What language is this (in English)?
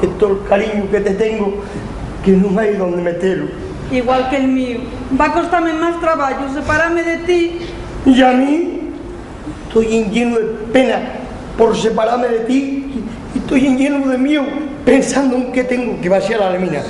Asturian